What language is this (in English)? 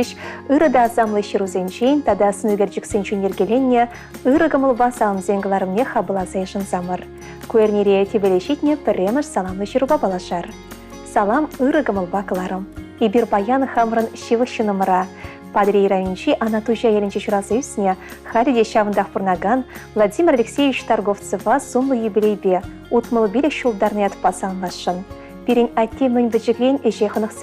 Chuvash